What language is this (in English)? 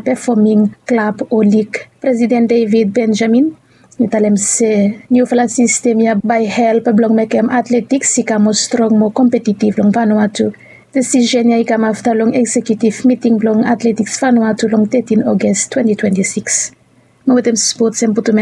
Bislama